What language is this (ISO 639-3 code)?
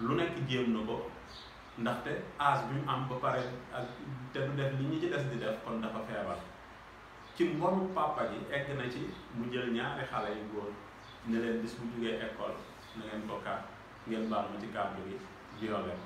wol